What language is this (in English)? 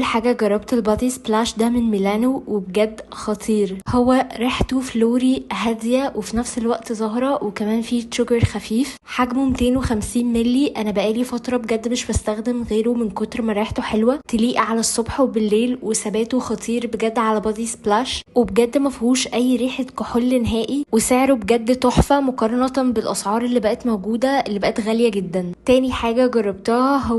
Egyptian Arabic